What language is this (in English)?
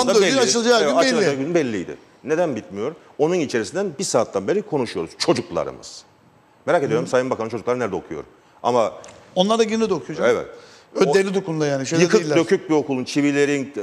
Turkish